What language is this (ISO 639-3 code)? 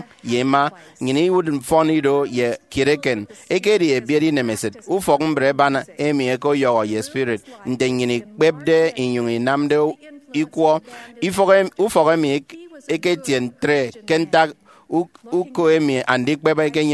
efi